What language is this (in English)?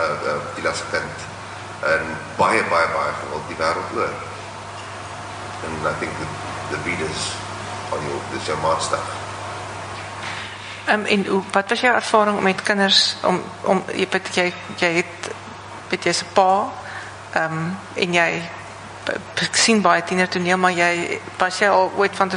Afrikaans